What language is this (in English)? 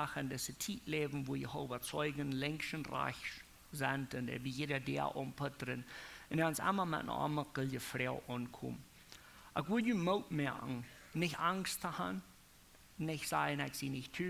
Plautdietsch